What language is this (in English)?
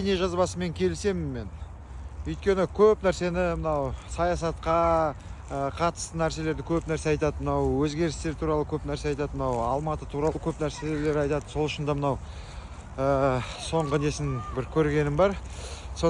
Kazakh